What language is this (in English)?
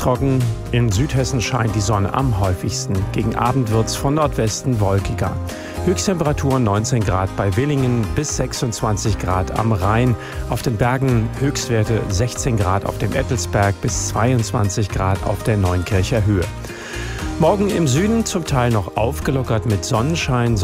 German